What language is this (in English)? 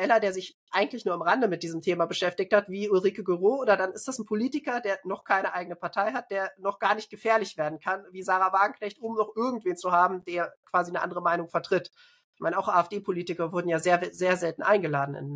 German